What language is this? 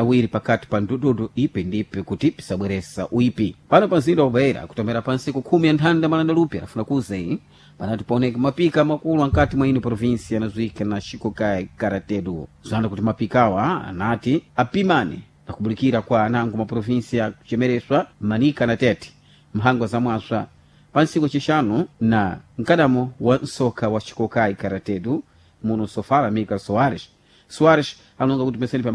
Sena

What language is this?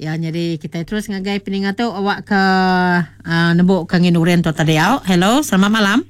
Iban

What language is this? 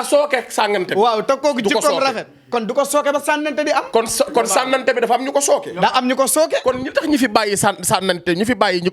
Wolof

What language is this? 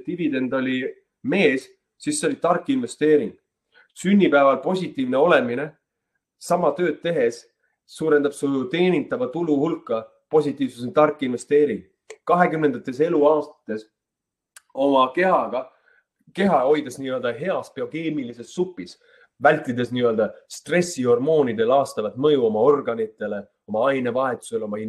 Estonian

